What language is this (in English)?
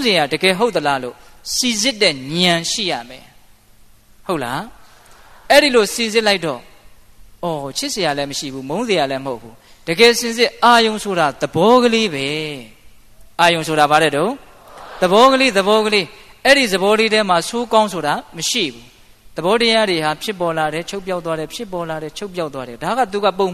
Burmese